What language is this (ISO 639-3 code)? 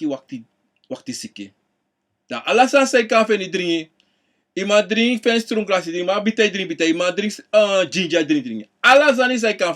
srn